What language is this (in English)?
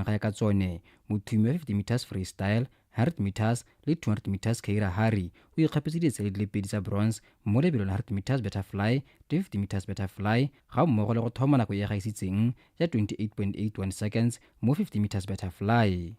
Tswana